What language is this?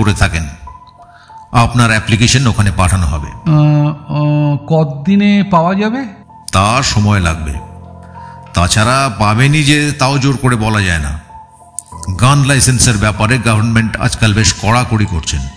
Bangla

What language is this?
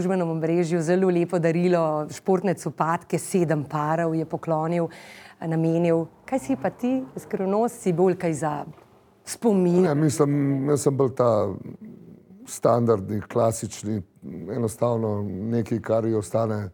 Slovenian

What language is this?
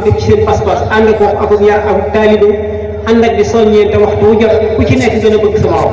Wolof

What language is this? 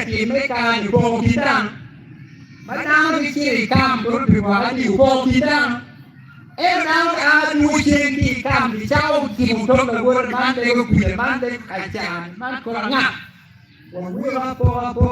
Acoli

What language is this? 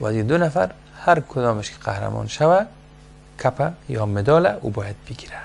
Persian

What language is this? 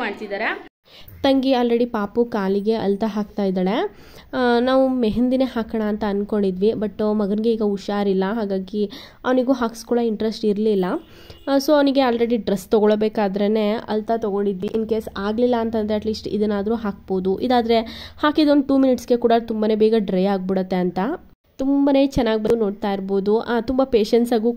Kannada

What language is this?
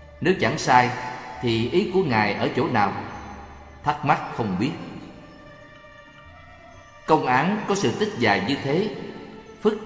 Vietnamese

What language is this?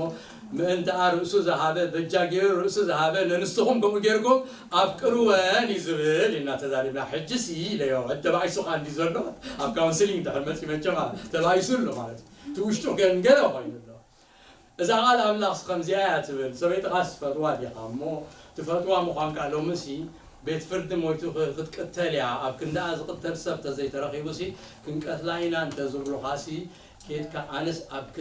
Tigrinya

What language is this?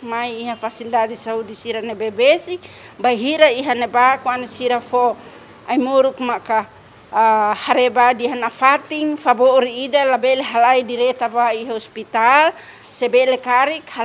Tetum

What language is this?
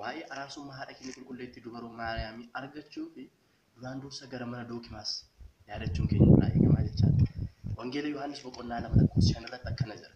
Oromo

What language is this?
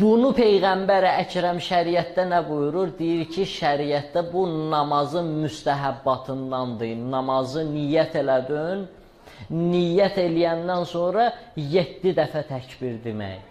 Azerbaijani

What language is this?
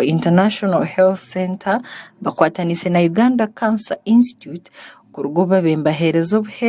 Nyankole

